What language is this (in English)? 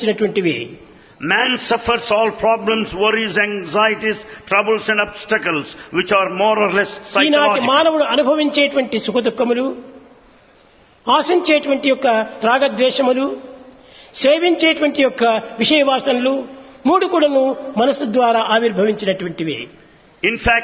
Telugu